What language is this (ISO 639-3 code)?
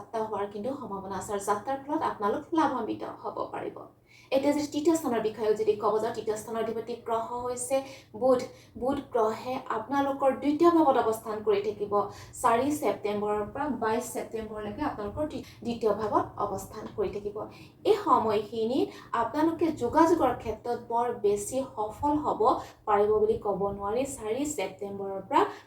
asm